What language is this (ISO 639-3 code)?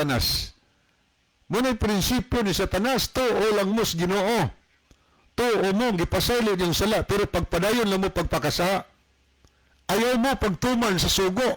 ceb